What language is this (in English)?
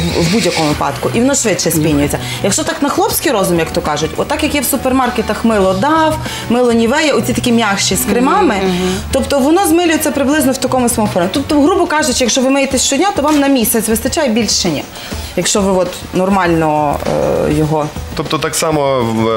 Ukrainian